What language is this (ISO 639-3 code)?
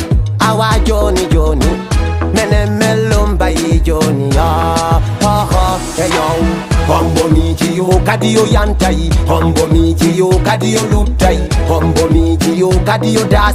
ful